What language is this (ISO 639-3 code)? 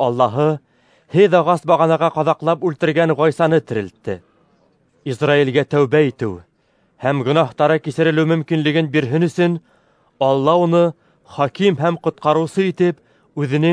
bak